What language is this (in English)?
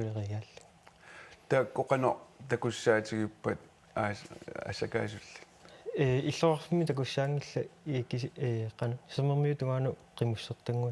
Kalaallisut